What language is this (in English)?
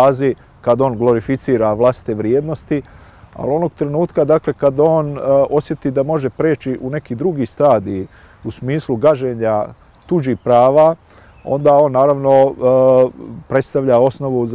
Bosnian